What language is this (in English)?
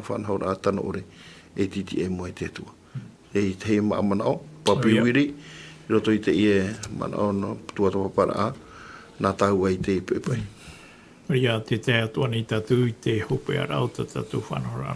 Tahitian